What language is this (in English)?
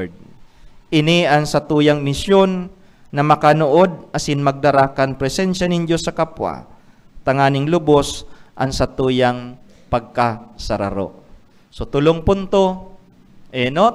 Bikol